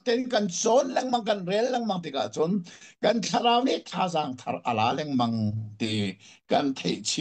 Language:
Hakha Chin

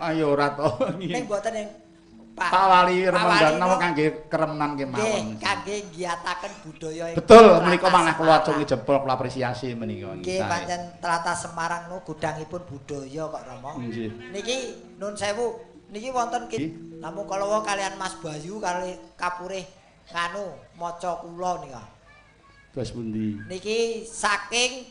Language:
Javanese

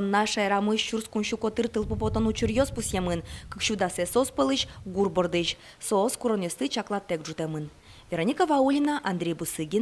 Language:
Udmurt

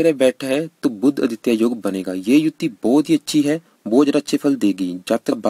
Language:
Hindi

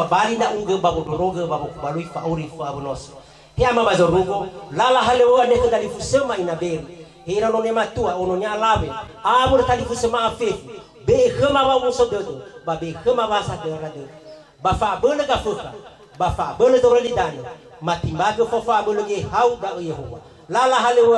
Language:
Nias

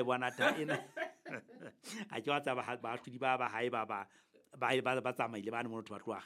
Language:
Southern Sotho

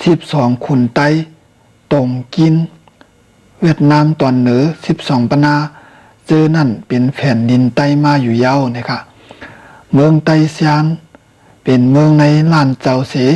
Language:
Shan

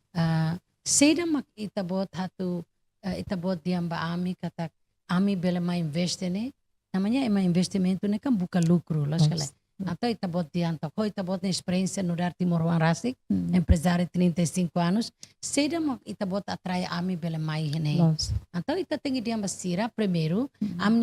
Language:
Tetum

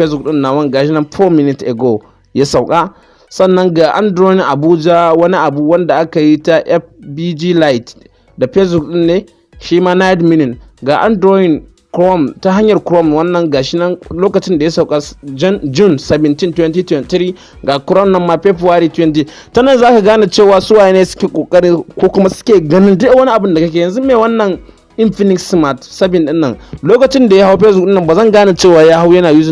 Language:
Hausa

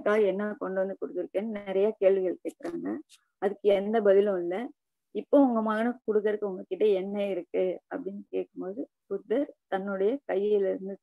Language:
Tamil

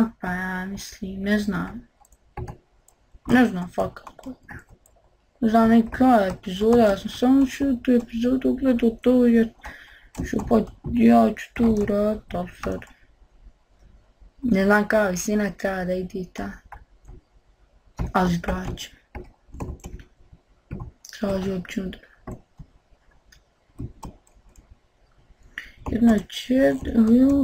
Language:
Bosnian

